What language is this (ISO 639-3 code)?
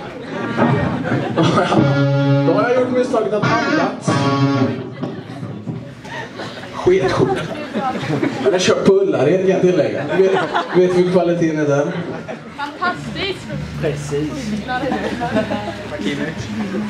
swe